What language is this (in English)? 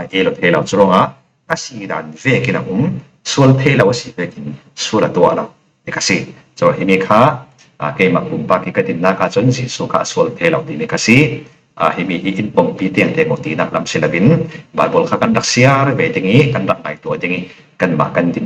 Falam Chin